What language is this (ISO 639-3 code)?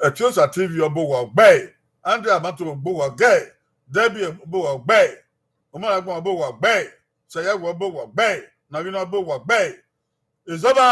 bin